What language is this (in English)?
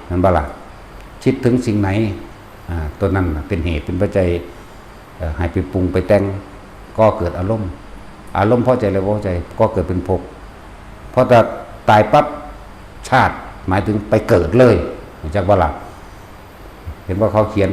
Northeastern Thai